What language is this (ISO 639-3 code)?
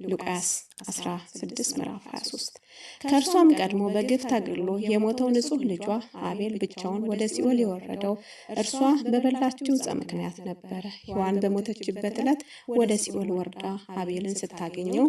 amh